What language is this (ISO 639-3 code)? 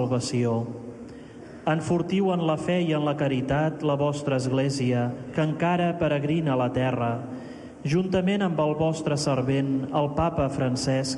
cat